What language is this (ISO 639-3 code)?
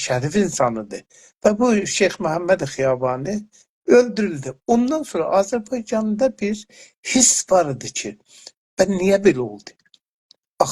azb